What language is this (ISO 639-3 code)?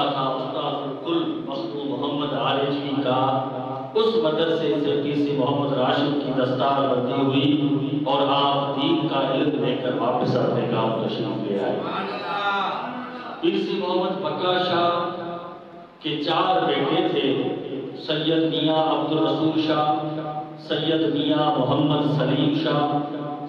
urd